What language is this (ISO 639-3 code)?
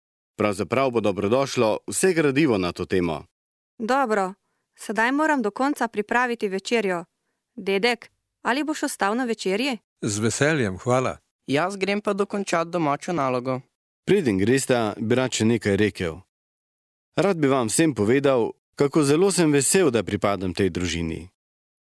slv